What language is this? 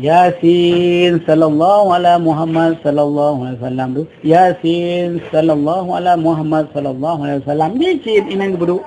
Achinese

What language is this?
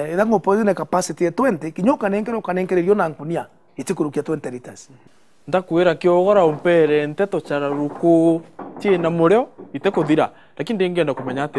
Meru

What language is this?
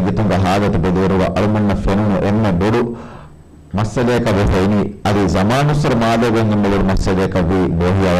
Divehi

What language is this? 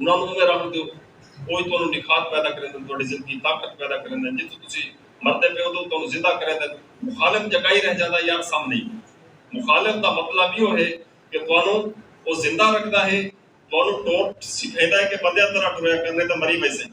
Saraiki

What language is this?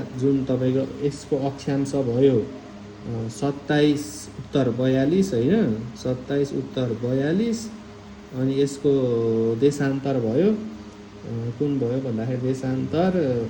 Nepali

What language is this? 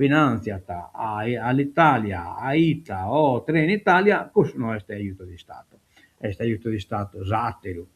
Sardinian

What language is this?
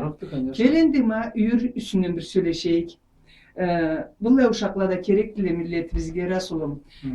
Karachay-Balkar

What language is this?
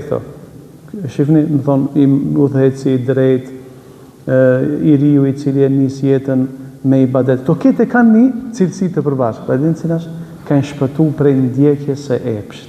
Albanian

